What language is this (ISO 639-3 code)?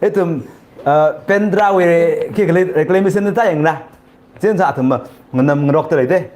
nmf